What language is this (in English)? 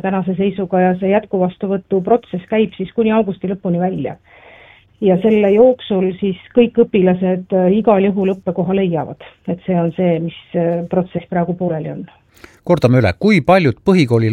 Estonian